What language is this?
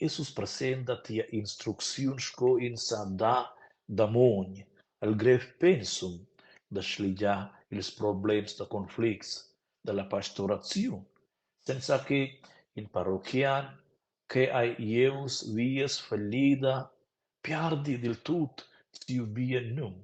Romansh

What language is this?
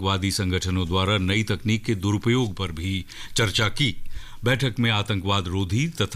Hindi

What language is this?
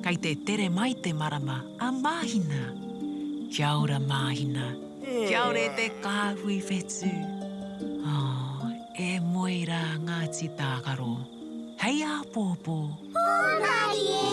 Māori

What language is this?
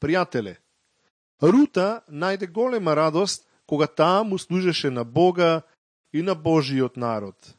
Macedonian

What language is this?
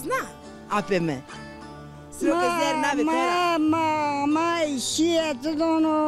Zaza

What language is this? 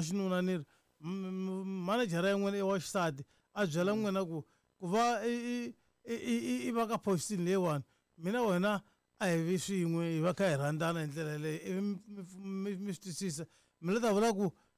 Tsonga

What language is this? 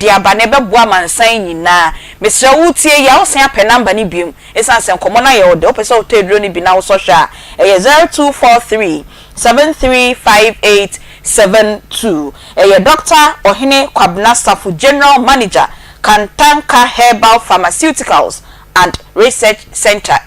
Akan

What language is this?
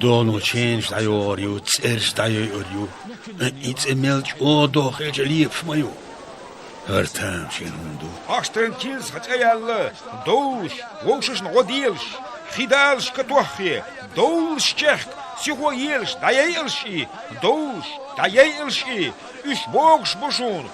Chechen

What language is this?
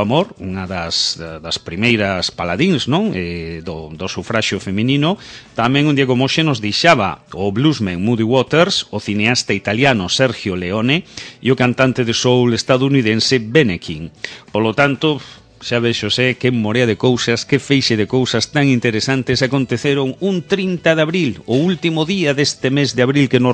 Galician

